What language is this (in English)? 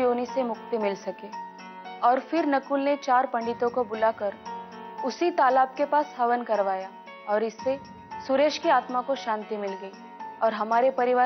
Hindi